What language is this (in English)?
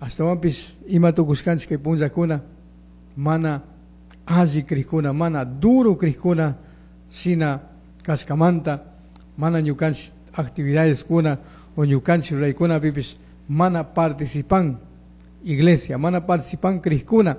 Chimborazo Highland Quichua